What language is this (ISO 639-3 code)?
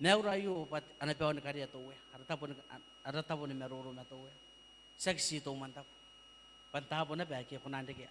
gil